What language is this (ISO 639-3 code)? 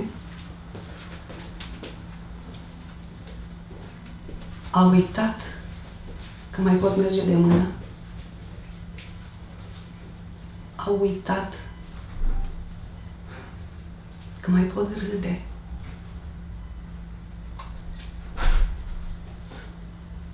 ron